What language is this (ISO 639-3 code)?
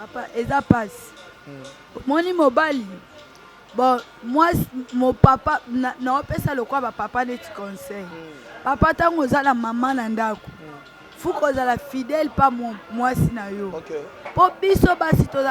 lin